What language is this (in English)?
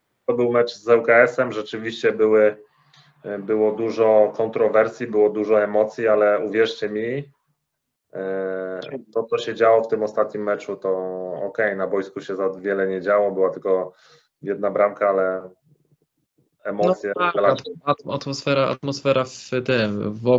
Polish